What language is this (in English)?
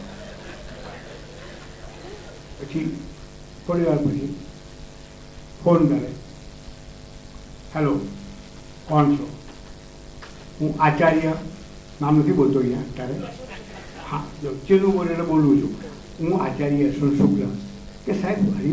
Gujarati